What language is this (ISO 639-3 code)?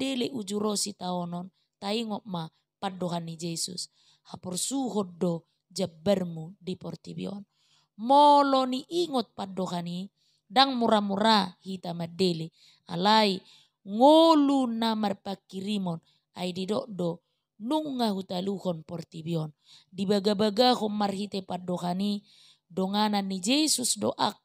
bbc